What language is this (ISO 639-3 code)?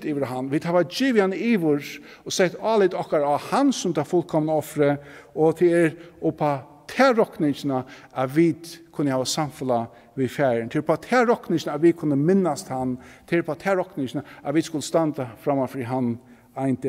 fao